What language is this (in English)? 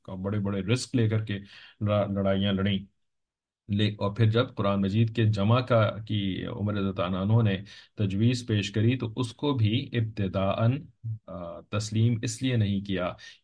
Urdu